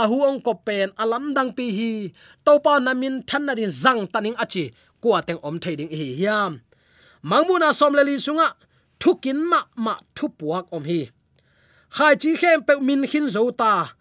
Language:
Tedim Chin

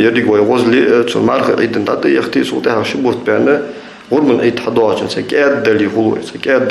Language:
Ingush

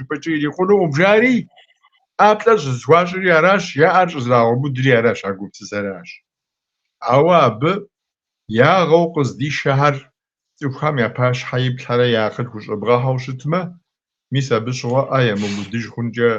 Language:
Kabardian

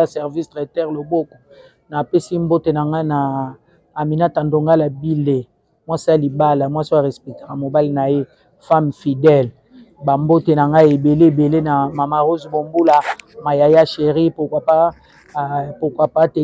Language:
Lingala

